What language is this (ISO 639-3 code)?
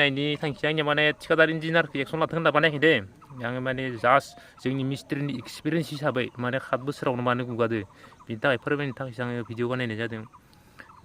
brx